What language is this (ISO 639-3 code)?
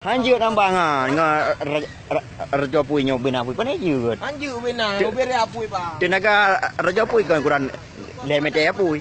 ace